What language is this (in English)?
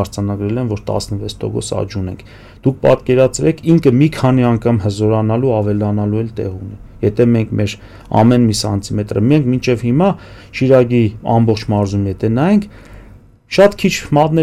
Armenian